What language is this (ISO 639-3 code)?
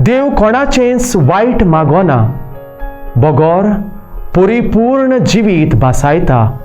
kok